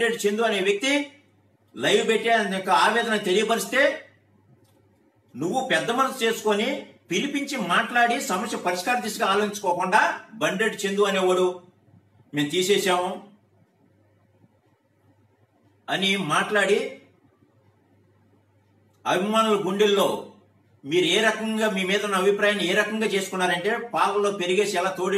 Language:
Telugu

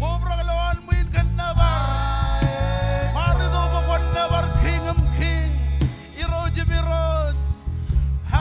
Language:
Marshallese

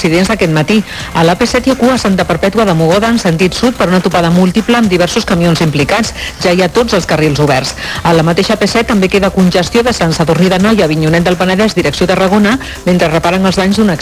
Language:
Catalan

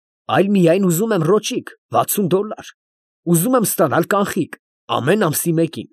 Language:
Armenian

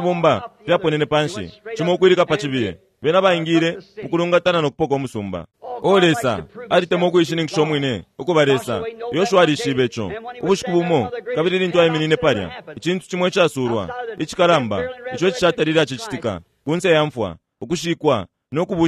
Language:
Bemba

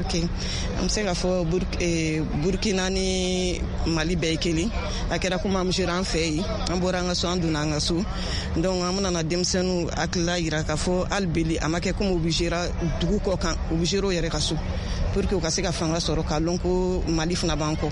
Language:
Bambara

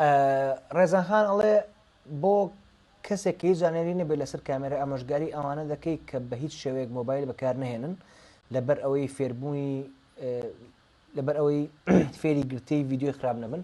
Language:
Central Kurdish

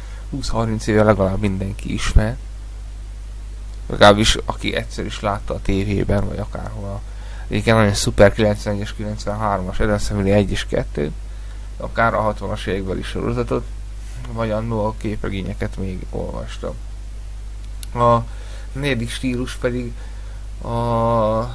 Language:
Hungarian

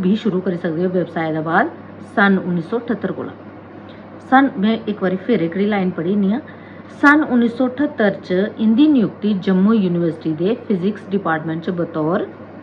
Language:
Dogri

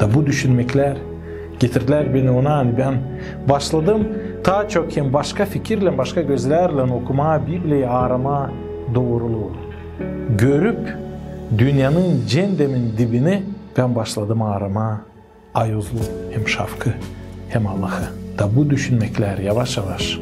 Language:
Gagauz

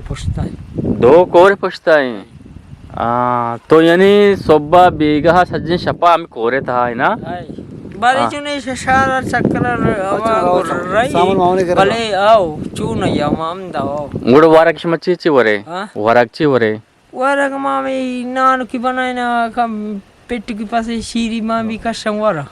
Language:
Eastern Balochi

